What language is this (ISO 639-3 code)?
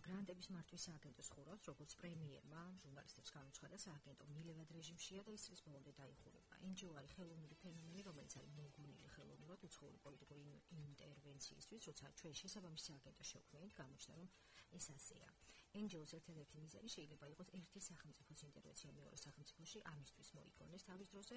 kat